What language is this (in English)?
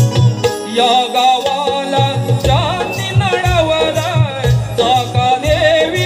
Marathi